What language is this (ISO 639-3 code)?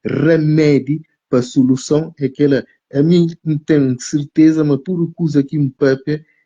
kea